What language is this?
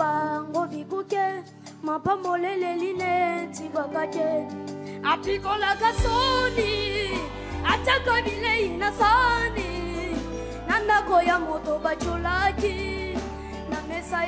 Lingala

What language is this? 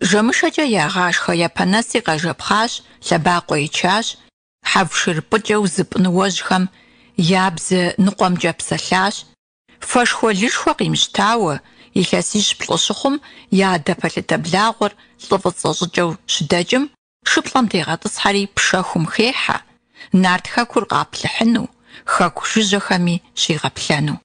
Kabardian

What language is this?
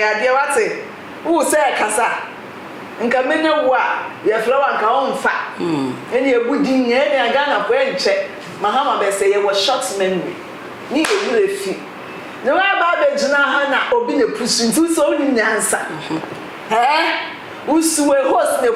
Akan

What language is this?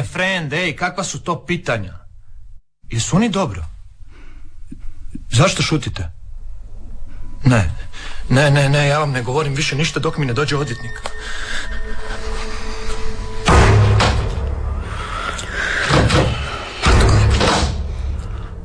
Croatian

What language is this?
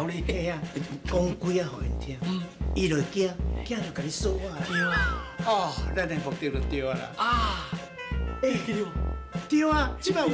Min Nan Chinese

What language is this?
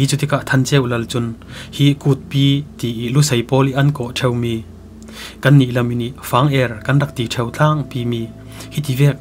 Falam Chin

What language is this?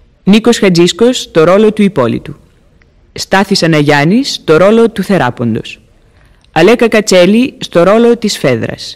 Greek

